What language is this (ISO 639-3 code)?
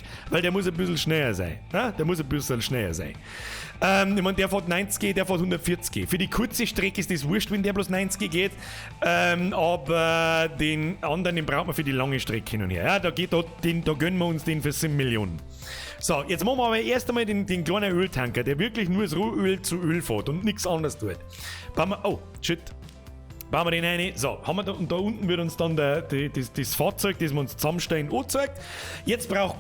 bar